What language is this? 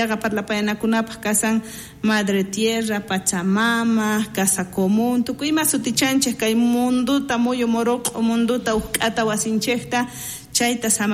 South Bolivian Quechua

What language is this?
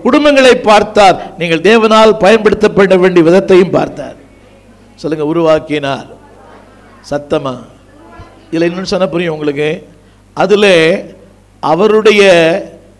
Tamil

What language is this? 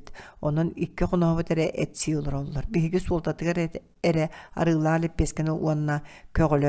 Yakut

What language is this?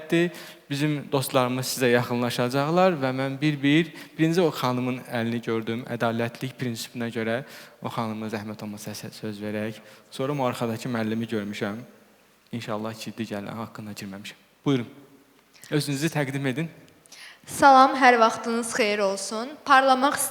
Azerbaijani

